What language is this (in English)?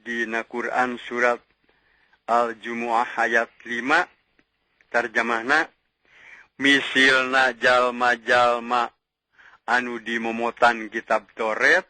Sundanese